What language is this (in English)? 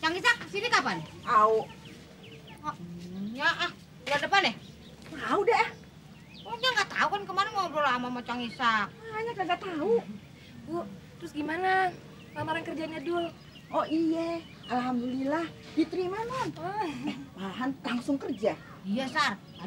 Betawi